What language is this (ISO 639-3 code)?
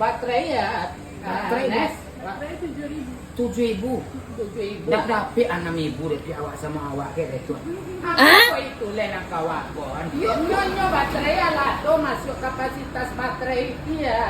min